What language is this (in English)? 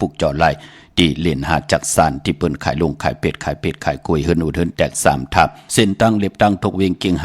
Shan